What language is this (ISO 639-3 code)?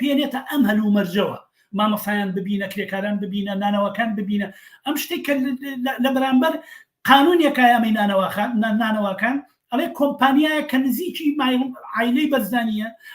ckb